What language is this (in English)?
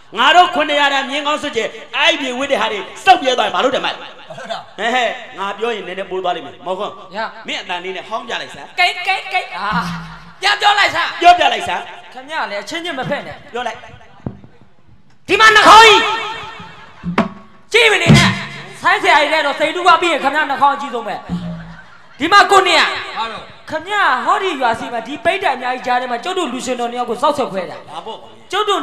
Burmese